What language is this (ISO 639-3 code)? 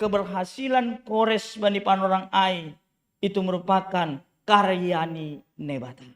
bts